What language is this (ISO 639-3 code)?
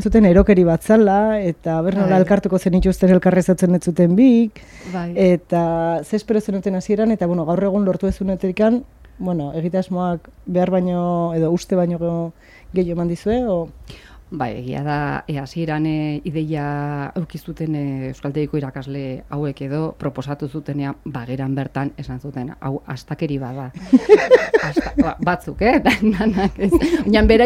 eus